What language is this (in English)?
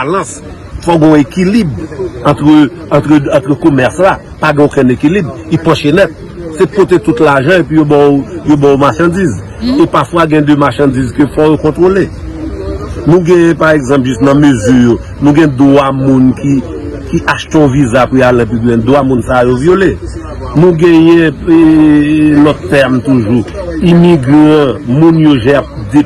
Haitian Creole